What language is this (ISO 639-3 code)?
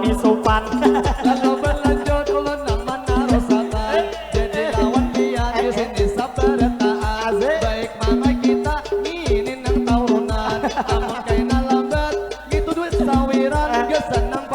bjn